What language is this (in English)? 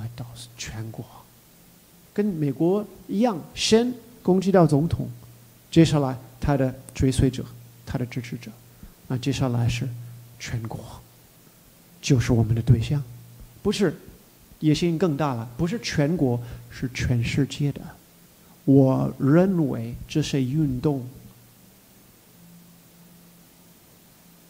Chinese